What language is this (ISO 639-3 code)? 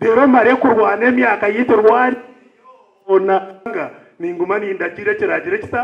nyn